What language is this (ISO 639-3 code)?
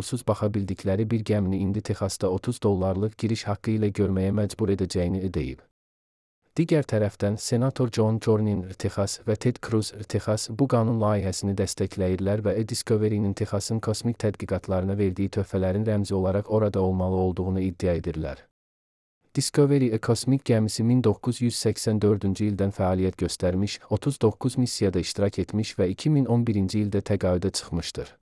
aze